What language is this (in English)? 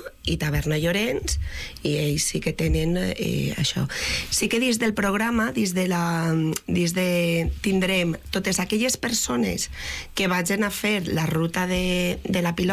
Catalan